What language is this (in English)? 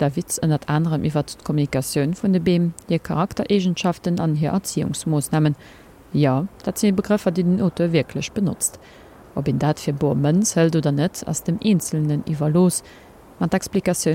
Luxembourgish